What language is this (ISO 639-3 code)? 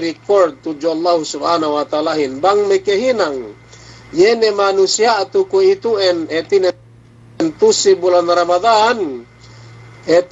yka